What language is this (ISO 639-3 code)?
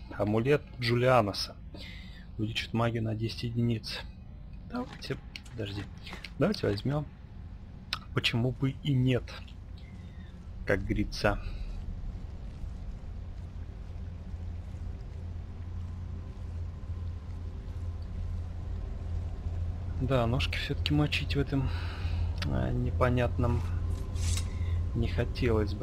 rus